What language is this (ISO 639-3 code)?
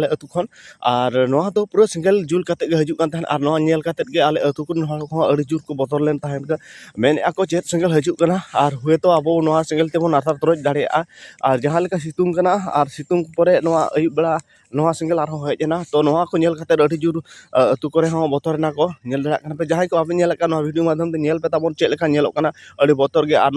sat